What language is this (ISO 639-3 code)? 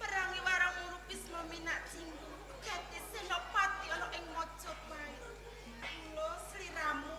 jav